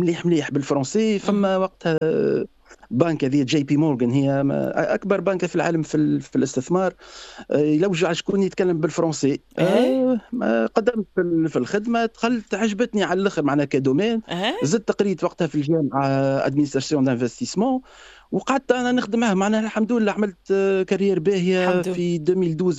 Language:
Tunisian Arabic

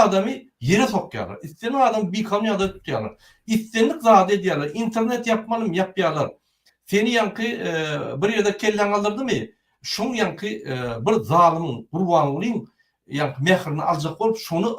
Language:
Turkmen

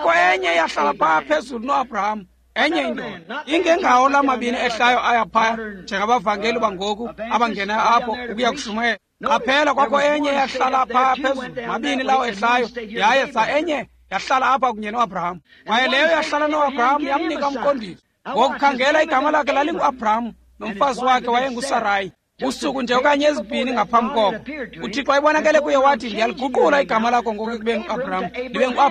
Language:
Xhosa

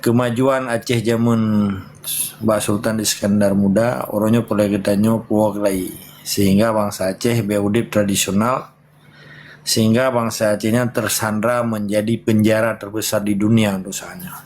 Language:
Achinese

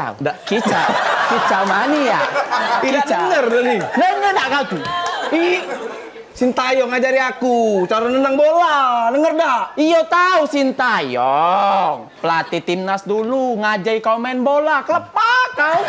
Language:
Musi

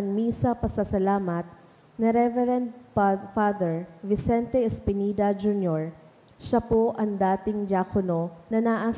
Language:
Bikol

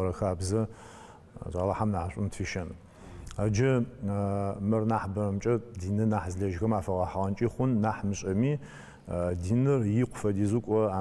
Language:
Adyghe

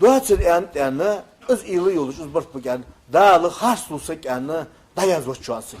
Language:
Ingush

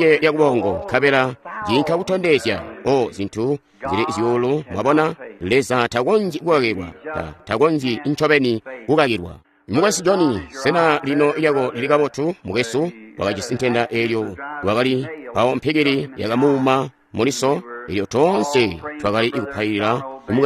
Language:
Tonga (Zambia)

